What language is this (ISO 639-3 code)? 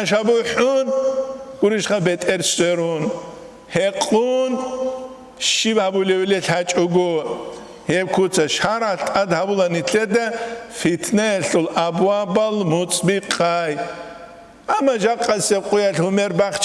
ava